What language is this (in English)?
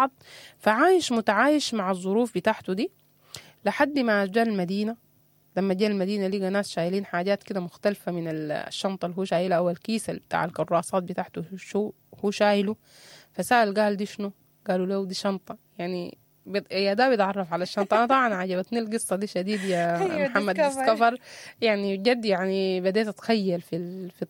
Sudanese Arabic